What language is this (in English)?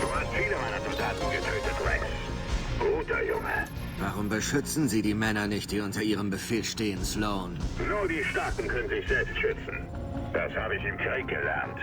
Bavarian